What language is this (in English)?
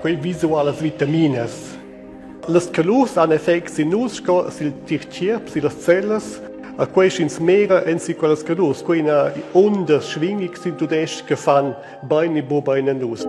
Romansh